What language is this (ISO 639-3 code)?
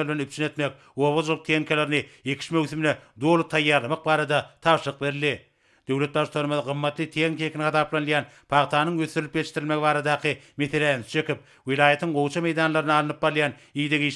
tuk